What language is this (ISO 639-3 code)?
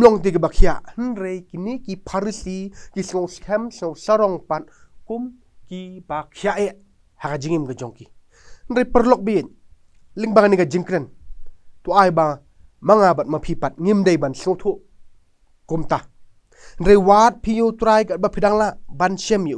kha